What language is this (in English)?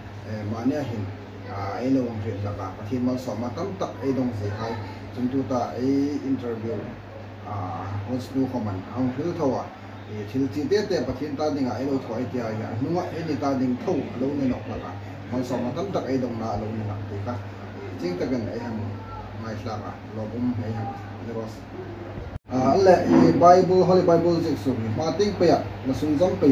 Hmar